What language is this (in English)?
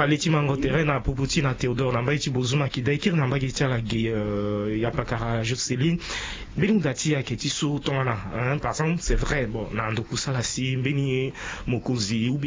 Sango